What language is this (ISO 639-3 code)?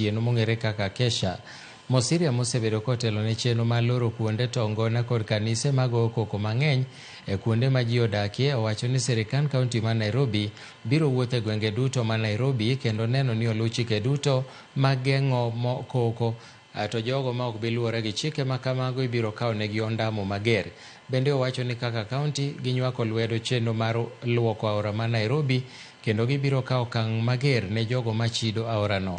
luo